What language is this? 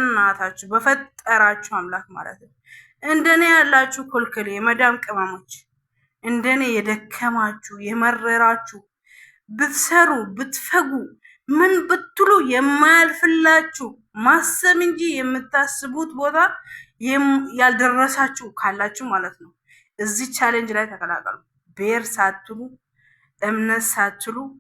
Amharic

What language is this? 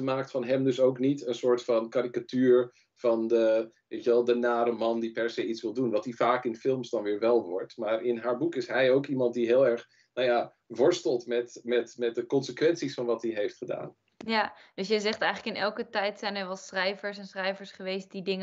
Dutch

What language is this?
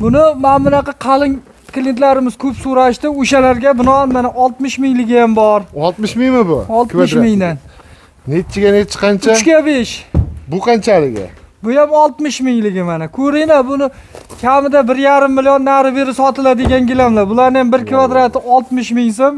Uzbek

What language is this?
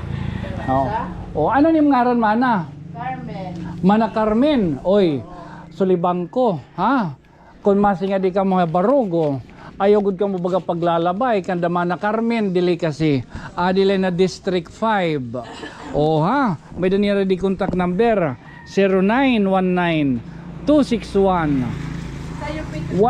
Waray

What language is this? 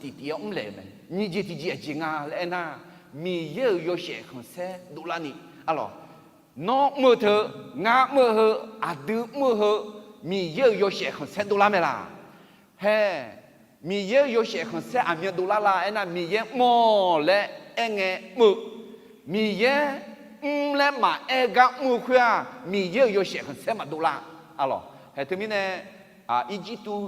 Akha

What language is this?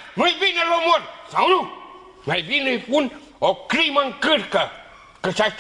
Romanian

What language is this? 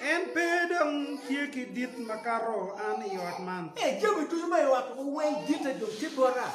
Acoli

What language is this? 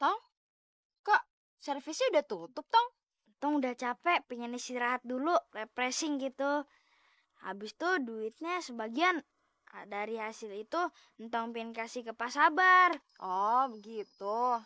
Betawi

